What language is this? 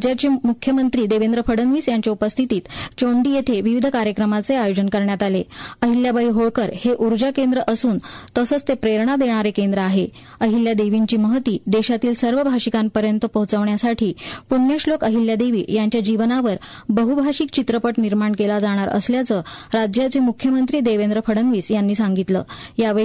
Marathi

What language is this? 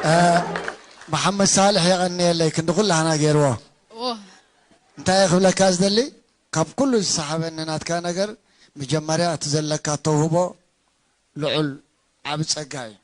Tigrinya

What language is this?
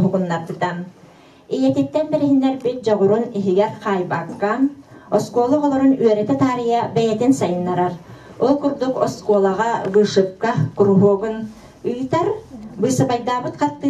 Yakut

